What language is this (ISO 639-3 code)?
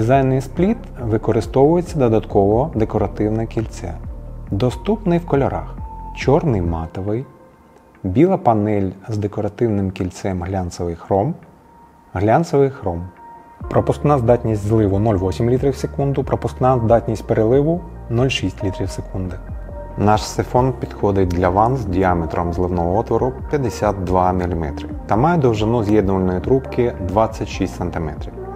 ukr